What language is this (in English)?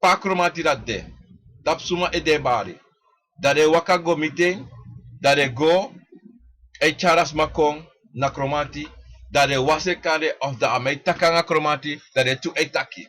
Sranan Tongo